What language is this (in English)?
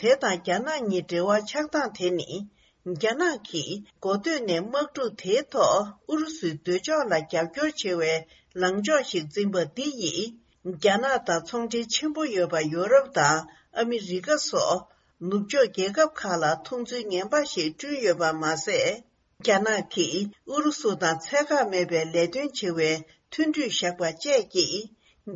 Tibetan